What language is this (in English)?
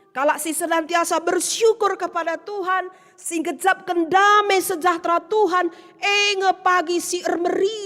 Batak Karo